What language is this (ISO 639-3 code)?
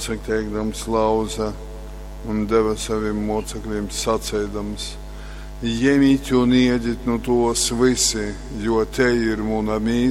ltg